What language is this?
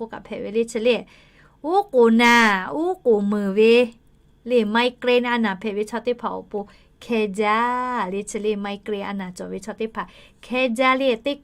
Lahu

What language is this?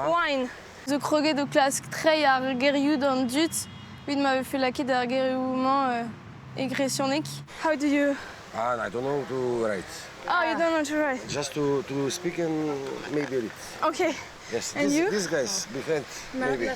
Breton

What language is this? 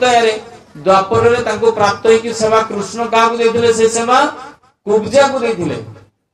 Odia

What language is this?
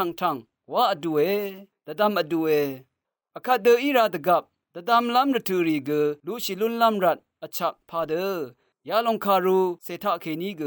Rawang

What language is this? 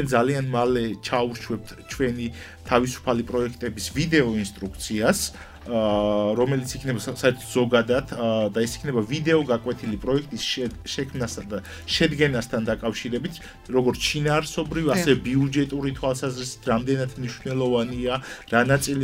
Georgian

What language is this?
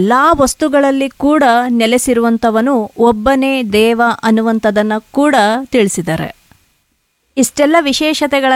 Kannada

